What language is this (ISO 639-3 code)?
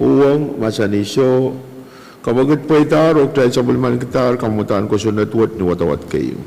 pon